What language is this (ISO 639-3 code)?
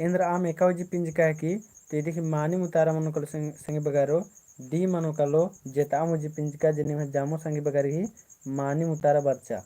kru